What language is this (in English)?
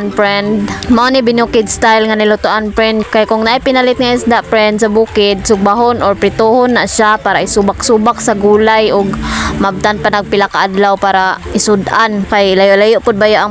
Cebuano